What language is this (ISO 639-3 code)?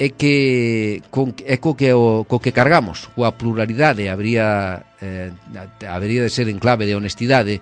glg